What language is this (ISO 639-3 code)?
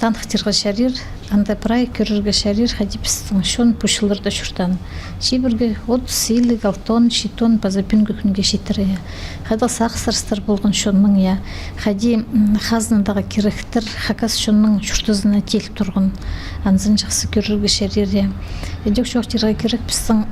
kjh